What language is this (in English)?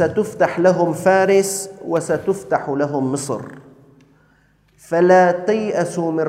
Arabic